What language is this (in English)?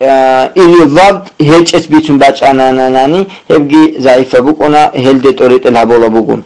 Avaric